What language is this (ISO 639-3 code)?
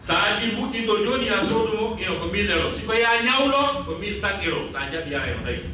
ful